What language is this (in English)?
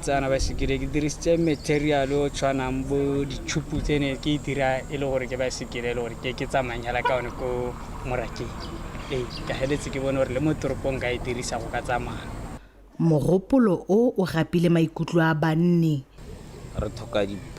Tswana